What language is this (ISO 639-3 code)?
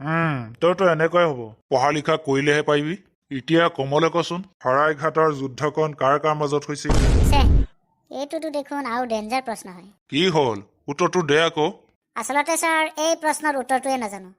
asm